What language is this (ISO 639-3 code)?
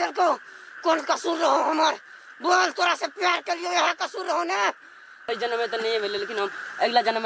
mai